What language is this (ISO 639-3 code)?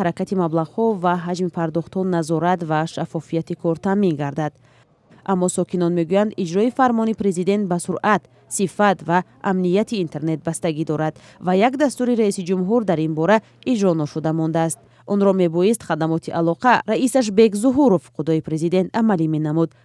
tgk